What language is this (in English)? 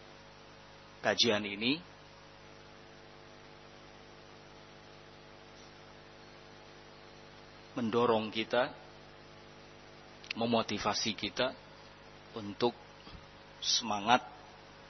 Indonesian